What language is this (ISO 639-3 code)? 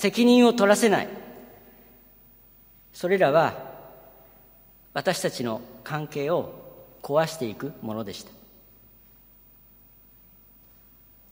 jpn